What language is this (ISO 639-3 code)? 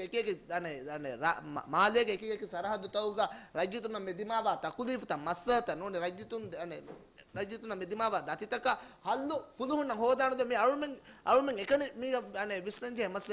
div